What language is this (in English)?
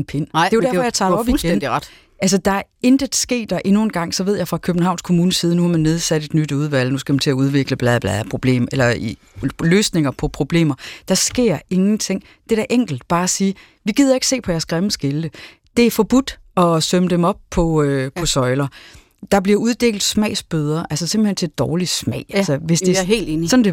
Danish